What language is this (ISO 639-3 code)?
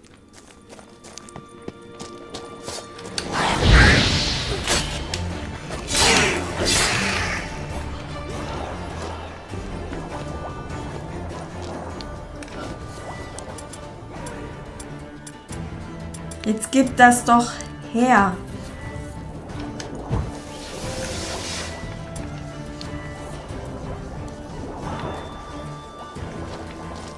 deu